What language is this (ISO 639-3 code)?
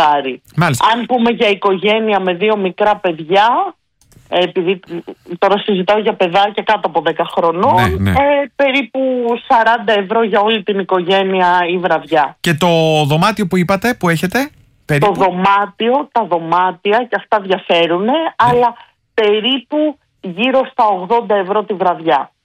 ell